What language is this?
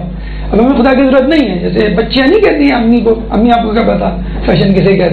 Urdu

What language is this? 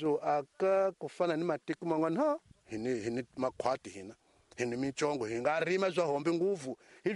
Tsonga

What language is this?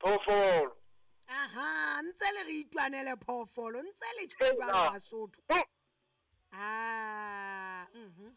Southern Sotho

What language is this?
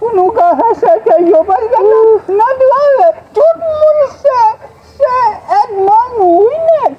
Haitian Creole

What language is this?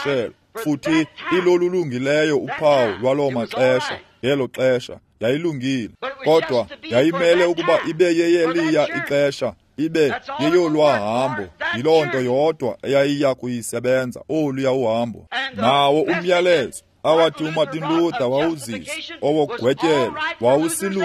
Xhosa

